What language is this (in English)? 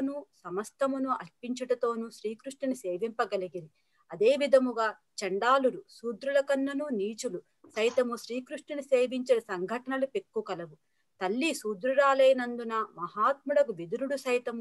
Telugu